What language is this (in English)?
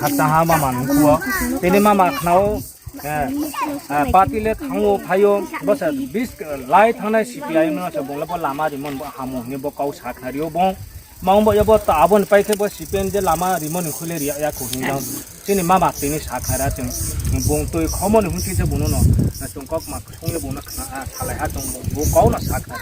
Riang (India)